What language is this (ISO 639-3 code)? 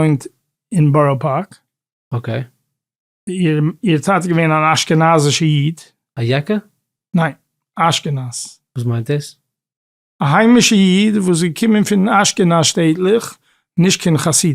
yid